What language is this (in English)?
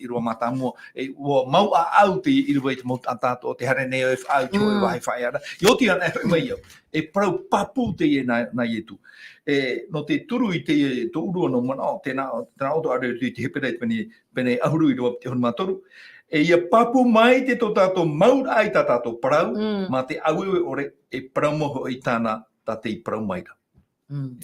Tahitian